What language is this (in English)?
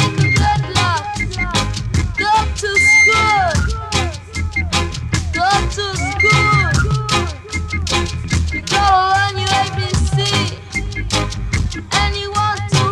English